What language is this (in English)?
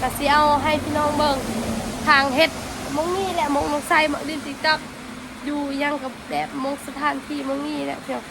Northeastern Thai